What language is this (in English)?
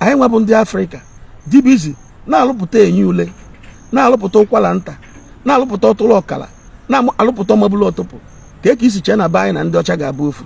Igbo